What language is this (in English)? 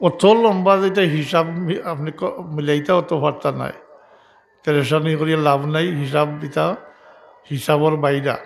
Sylheti